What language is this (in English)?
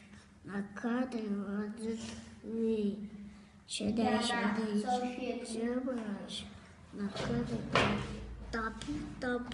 Ossetic